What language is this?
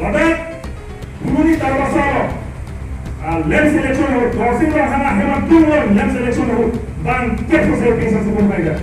Karbi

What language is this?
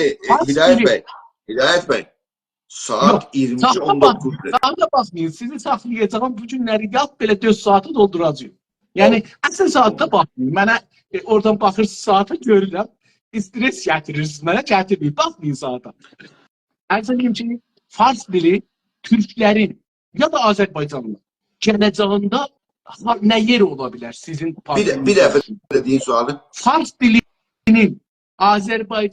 South Azerbaijani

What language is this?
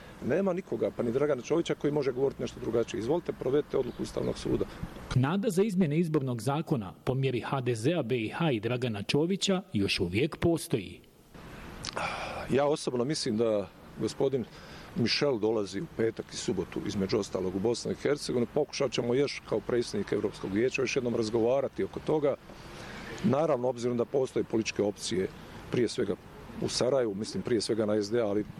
Bosnian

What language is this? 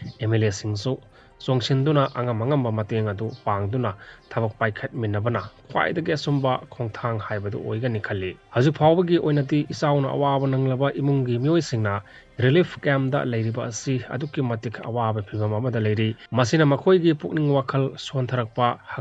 Manipuri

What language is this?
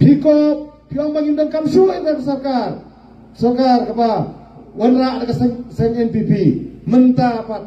Khasi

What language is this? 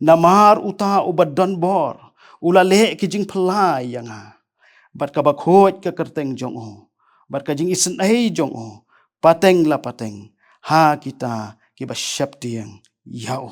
Khasi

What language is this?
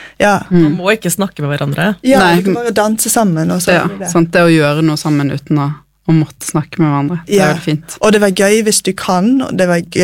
Norwegian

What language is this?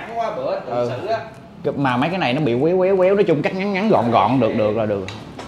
Vietnamese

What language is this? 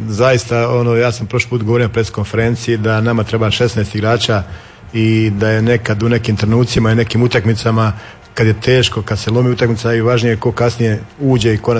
Croatian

